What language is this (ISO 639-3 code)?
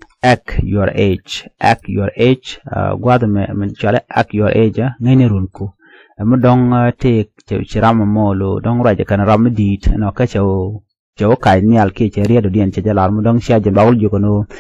nus